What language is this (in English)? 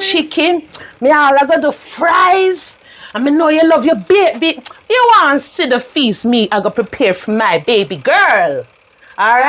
Jamaican Creole English